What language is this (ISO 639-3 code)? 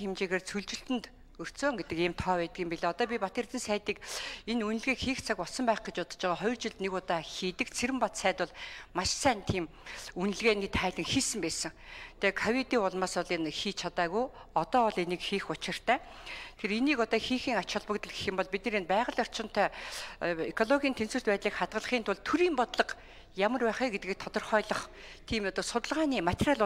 mon